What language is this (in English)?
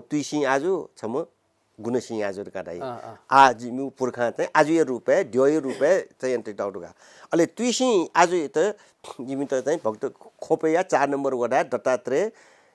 Newari